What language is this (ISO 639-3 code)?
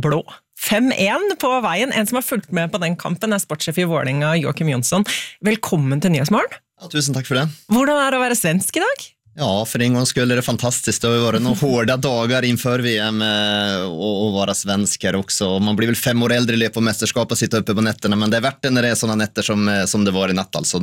nor